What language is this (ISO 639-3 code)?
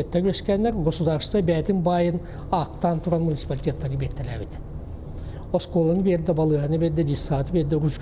sah